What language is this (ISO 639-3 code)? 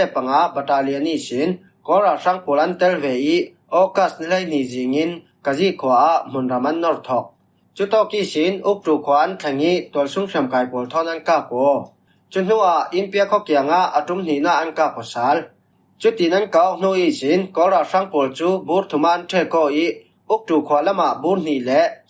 cfm